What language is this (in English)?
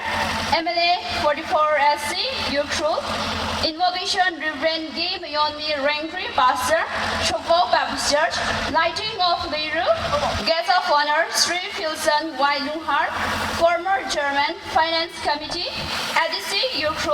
Tangkhul Naga (India)